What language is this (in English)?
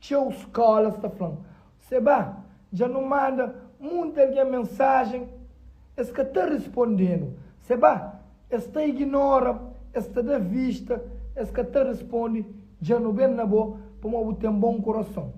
Kabuverdianu